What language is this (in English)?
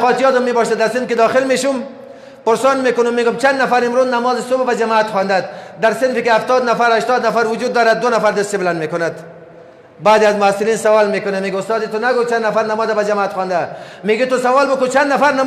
Persian